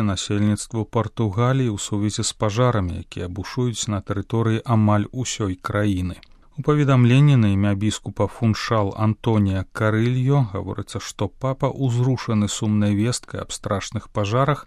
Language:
Belarusian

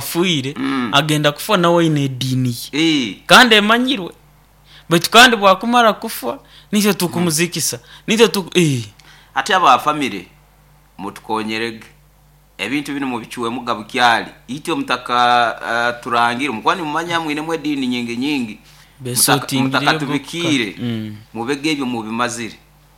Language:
Nyoro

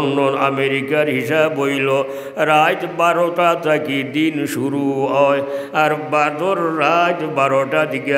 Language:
Sylheti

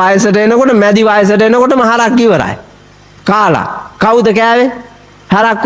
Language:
Sinhala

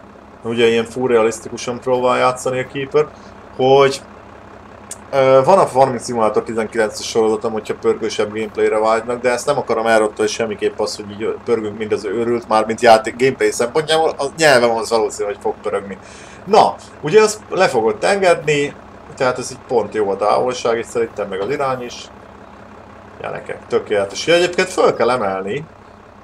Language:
Hungarian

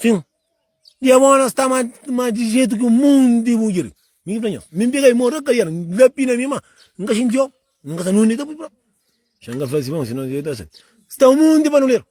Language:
Kabuverdianu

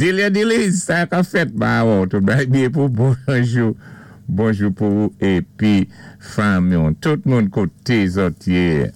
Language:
Saint Lucian Creole French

